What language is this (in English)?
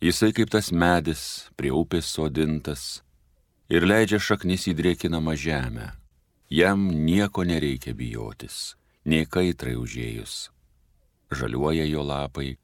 Lithuanian